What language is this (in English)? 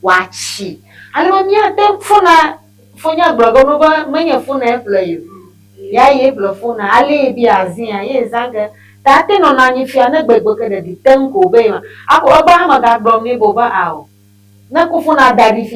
Ewe